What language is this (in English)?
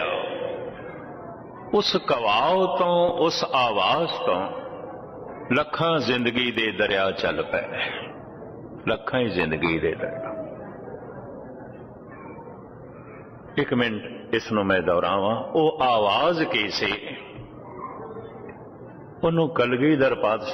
Punjabi